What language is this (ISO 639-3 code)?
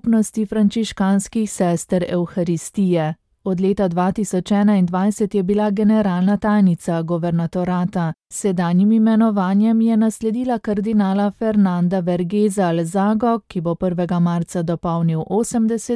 slv